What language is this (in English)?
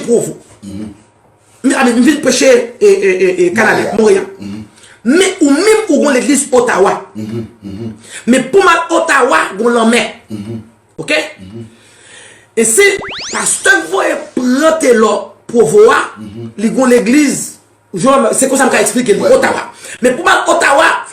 Haitian Creole